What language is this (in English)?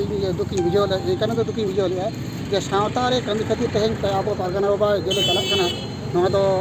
Santali